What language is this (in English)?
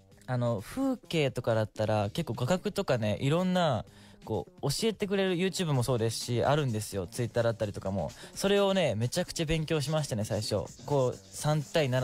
Japanese